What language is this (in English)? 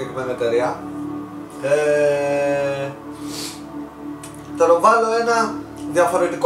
Greek